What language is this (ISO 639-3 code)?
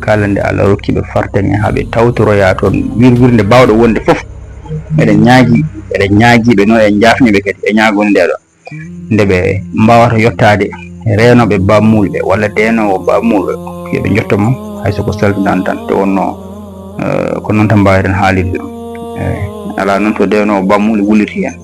ful